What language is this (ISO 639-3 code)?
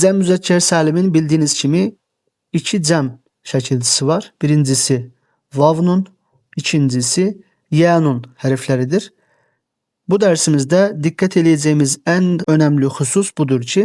aze